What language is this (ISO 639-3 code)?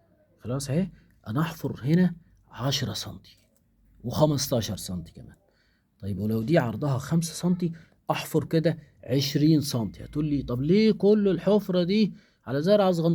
arz